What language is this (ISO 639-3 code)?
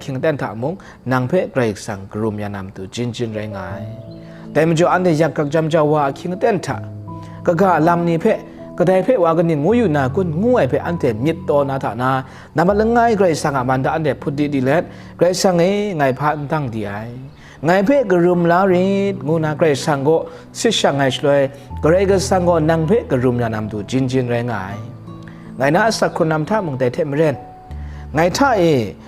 kac